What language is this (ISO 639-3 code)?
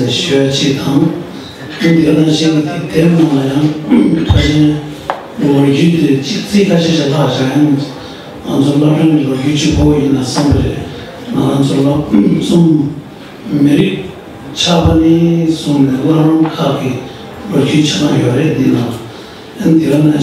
bod